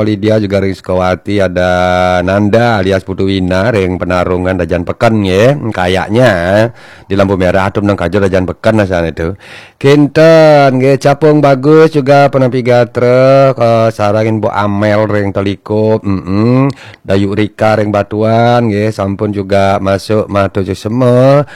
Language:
Balinese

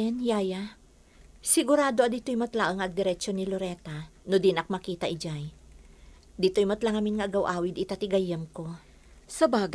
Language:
Iloko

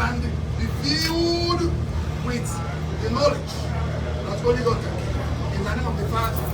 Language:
Igbo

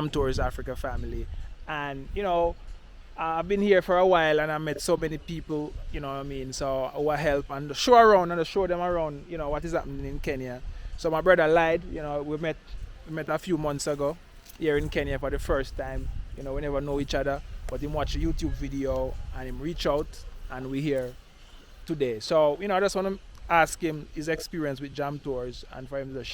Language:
Jamaican Creole English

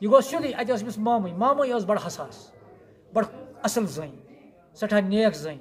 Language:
Kashmiri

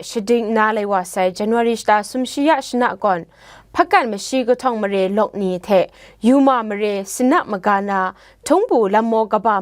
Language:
Kachin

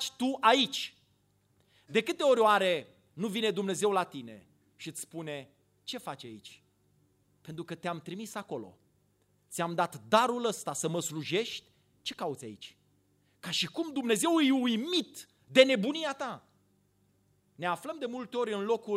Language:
Romanian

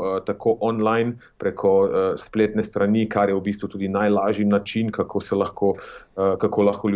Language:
Slovenian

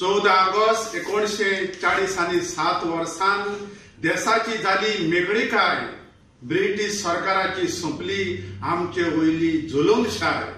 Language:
Konkani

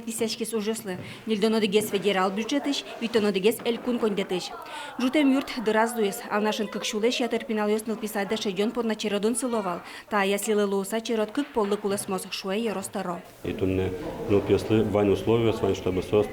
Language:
Udmurt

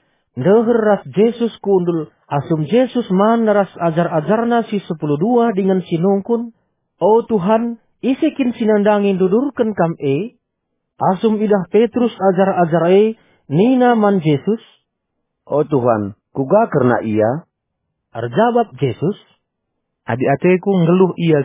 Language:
Batak Karo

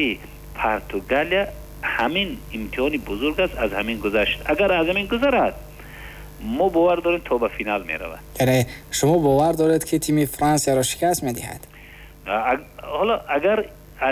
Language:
Tajik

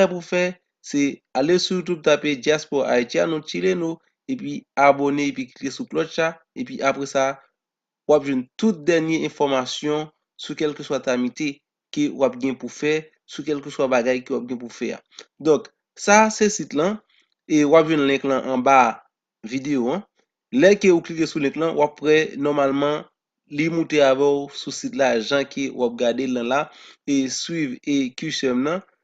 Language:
Haitian Creole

